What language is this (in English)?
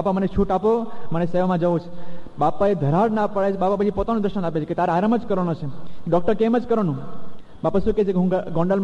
Gujarati